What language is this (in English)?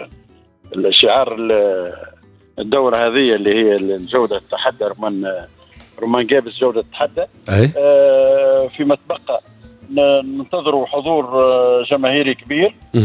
Tunisian Arabic